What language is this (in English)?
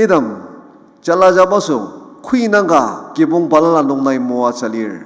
Ao Naga